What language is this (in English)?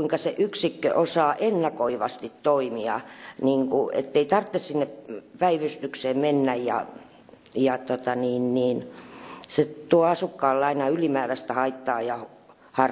Finnish